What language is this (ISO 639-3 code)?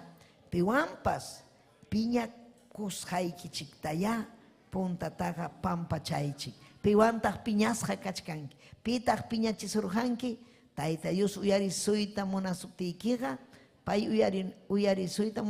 quy